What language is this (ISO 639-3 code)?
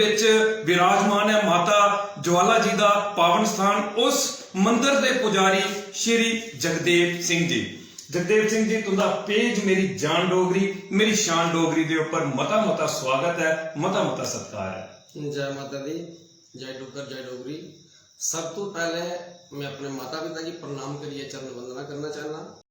doi